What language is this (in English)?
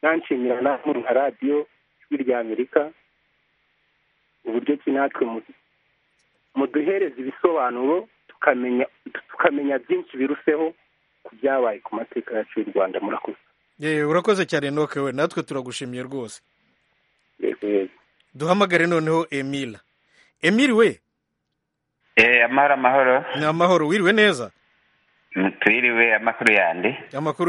Kinyarwanda